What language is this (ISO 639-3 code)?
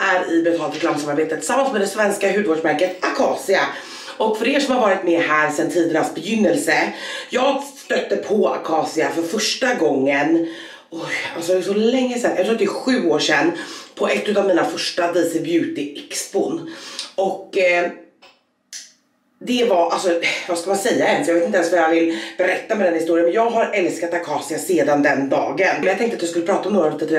swe